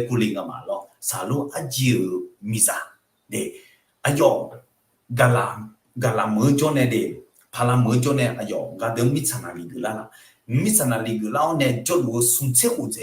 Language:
Akha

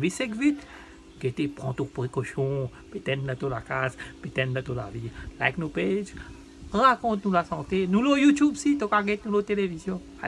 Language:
Morisyen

